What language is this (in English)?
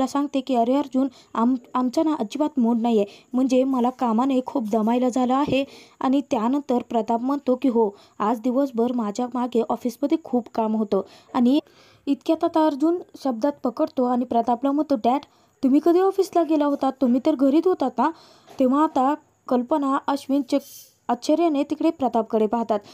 Marathi